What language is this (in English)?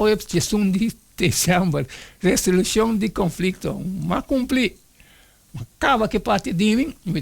Papiamento